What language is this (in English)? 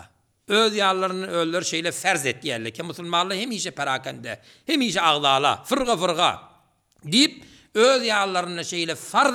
Turkmen